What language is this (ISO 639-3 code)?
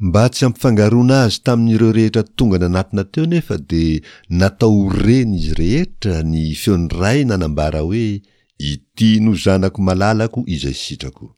mlg